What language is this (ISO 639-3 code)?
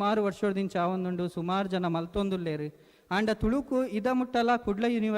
tcy